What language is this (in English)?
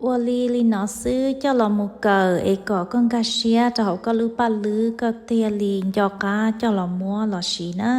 Hmong